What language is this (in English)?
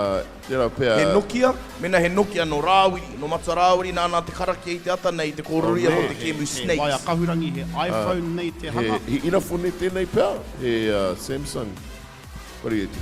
Māori